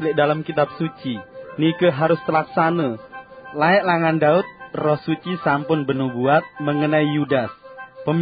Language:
Sasak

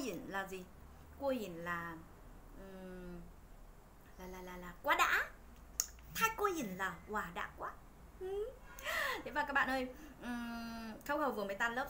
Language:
Vietnamese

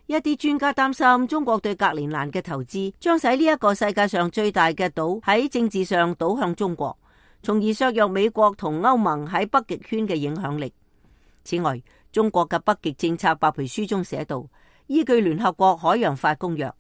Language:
Cantonese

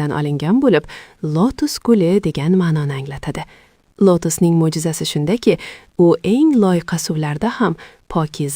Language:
Uzbek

